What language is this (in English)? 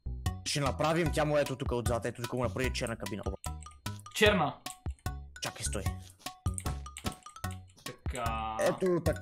Bulgarian